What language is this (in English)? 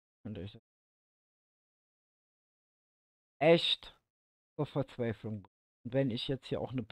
German